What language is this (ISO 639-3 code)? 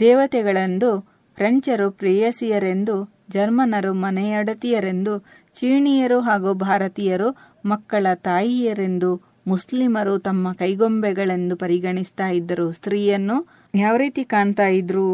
kan